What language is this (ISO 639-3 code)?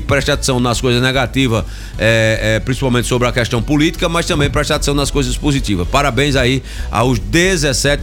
por